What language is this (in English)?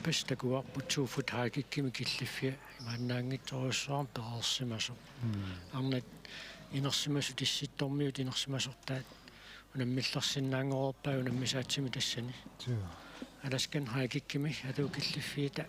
Kalaallisut